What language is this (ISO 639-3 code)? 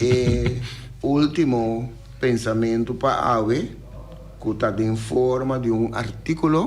pap